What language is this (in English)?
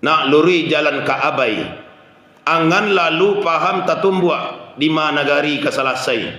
Minangkabau